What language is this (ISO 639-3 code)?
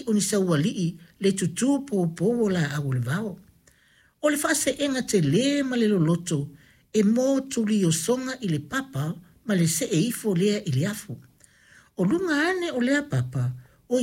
smo